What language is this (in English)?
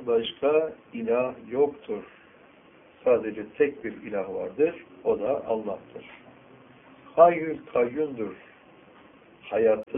Turkish